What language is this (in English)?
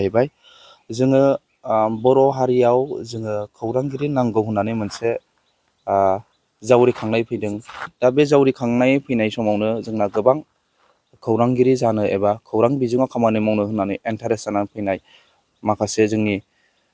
Bodo